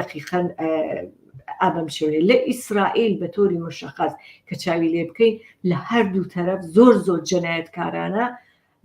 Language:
Central Kurdish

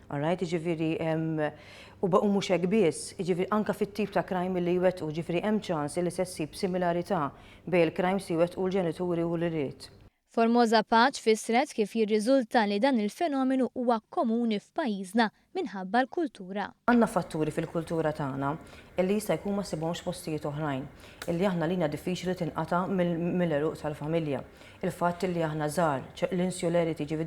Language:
Maltese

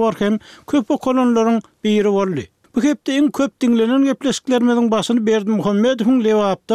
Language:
Turkmen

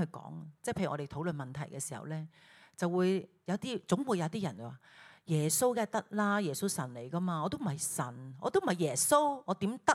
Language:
Cantonese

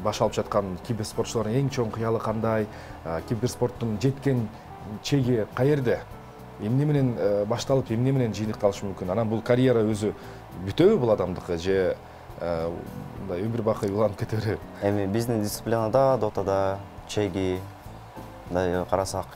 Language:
Kyrgyz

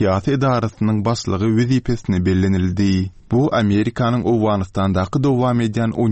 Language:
Turkmen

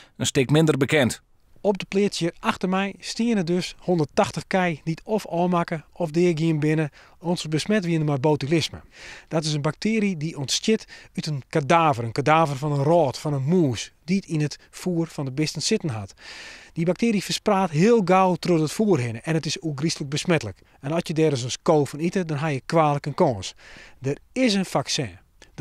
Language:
Western Frisian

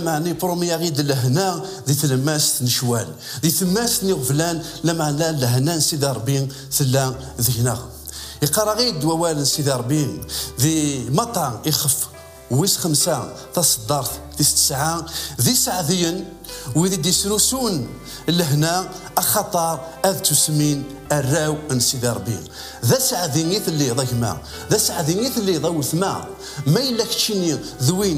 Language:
Kabyle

